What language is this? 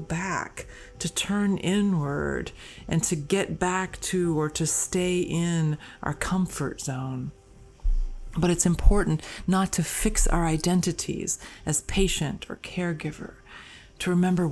English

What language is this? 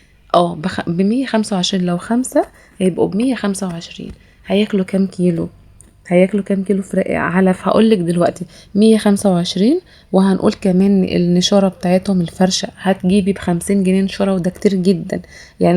Egyptian Arabic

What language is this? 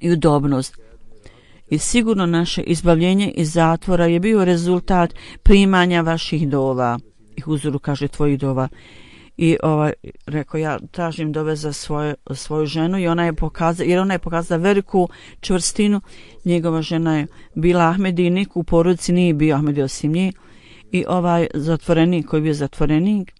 Bosnian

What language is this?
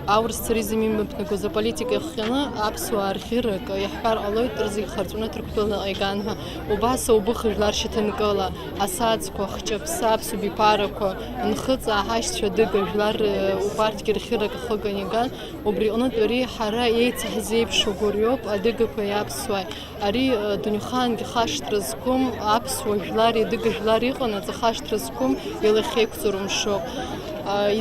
Abkhazian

